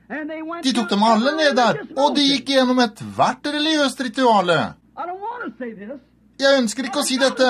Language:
Norwegian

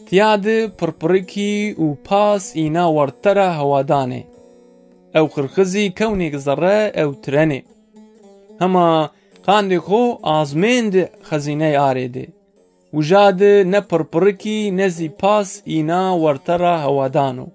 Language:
Zaza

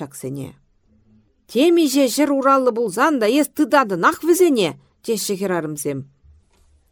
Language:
Chuvash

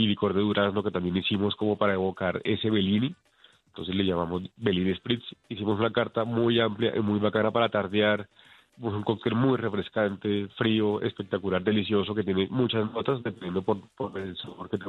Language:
Spanish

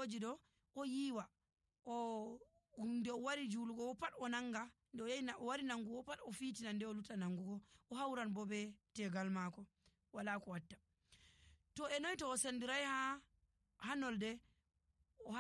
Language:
Nigerian Fulfulde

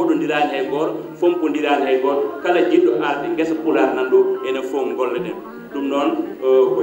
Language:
Fula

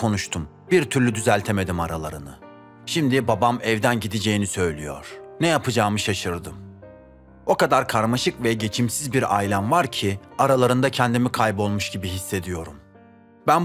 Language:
Turkish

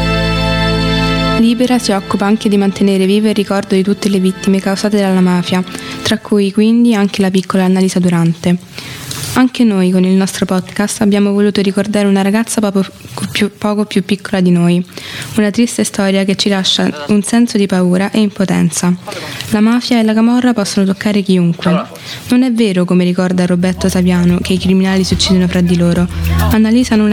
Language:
Italian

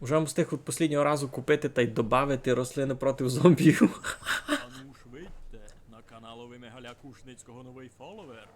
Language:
Rusyn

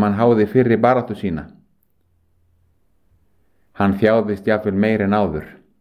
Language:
Icelandic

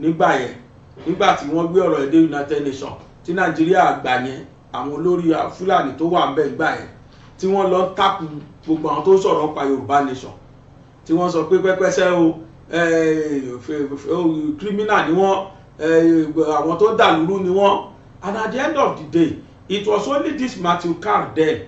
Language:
Yoruba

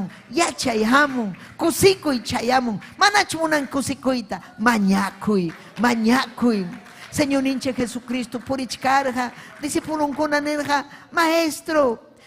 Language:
Ayacucho Quechua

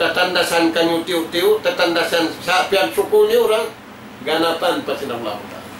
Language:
Tausug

